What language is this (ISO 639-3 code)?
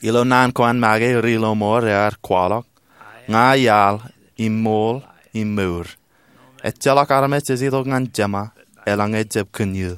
mah